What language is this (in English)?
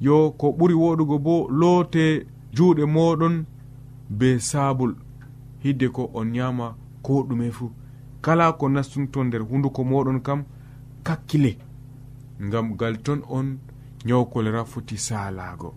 Nigerian Fulfulde